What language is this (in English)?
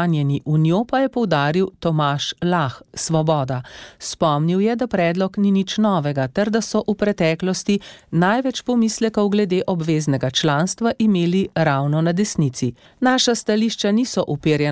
Slovenian